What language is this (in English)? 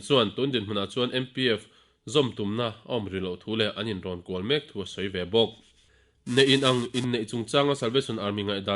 Mizo